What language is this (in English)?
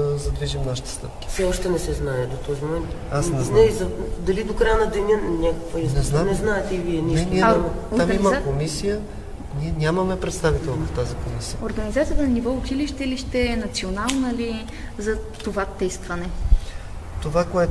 Bulgarian